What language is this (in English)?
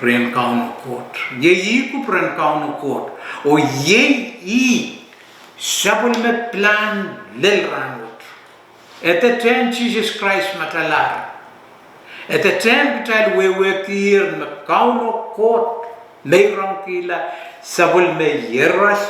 Pohnpeian